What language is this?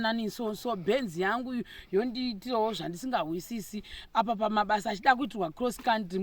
Shona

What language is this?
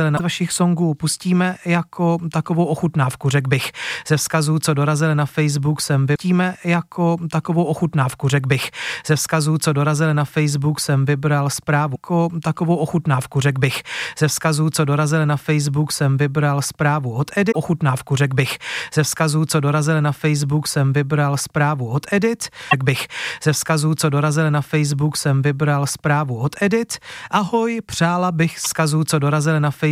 Czech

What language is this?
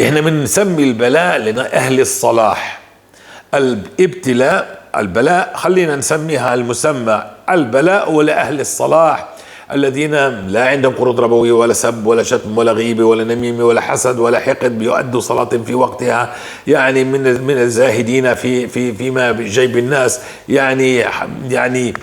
North Levantine Arabic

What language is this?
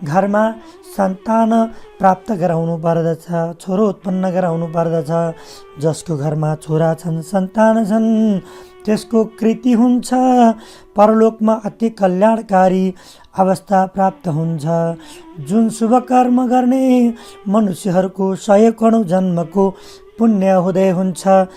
Nepali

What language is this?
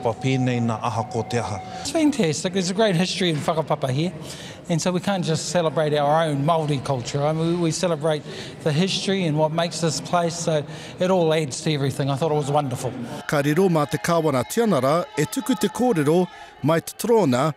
Māori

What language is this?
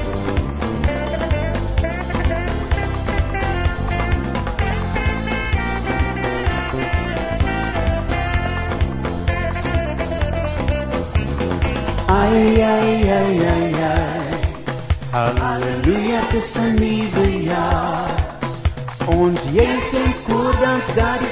Afrikaans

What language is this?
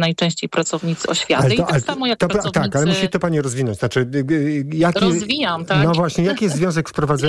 Polish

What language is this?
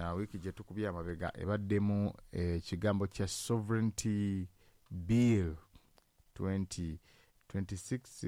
Ganda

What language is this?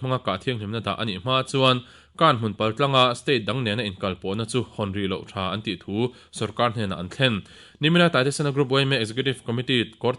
Mizo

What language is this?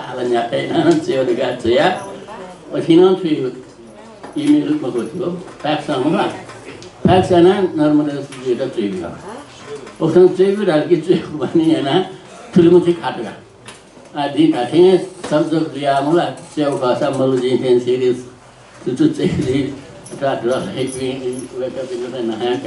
Newari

